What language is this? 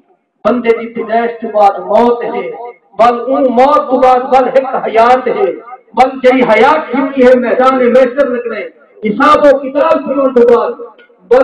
Saraiki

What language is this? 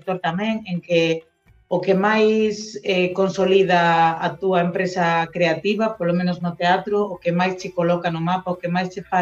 Galician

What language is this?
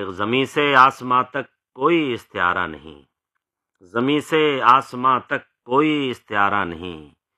Urdu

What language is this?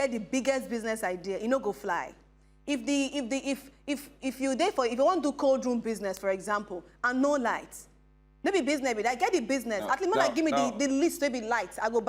Nigerian Pidgin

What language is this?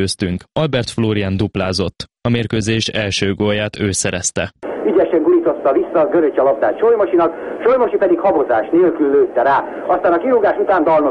Hungarian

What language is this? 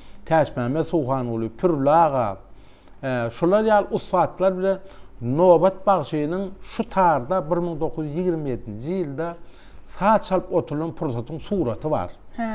Turkmen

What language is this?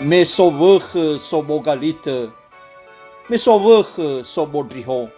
Nias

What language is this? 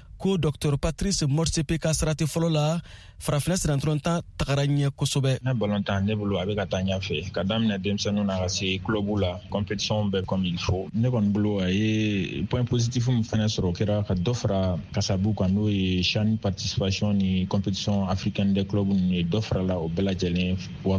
Bambara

